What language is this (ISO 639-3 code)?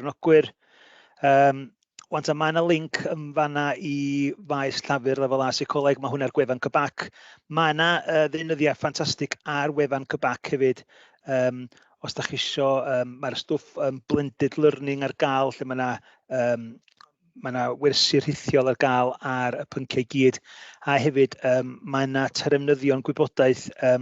cym